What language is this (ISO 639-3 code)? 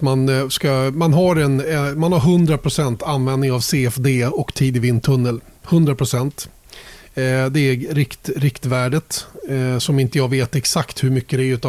swe